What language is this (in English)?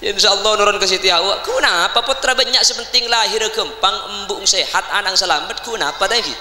Madurese